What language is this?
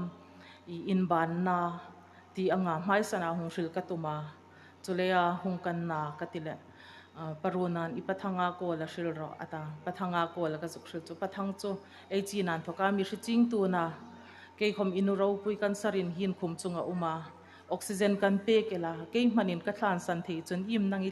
Hmar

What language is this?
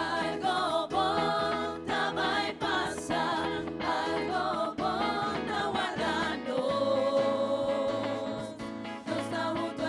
Papiamento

